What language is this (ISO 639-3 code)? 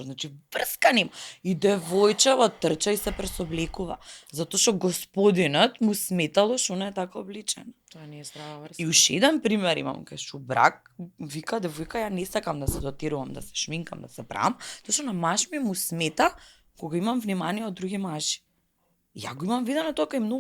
mkd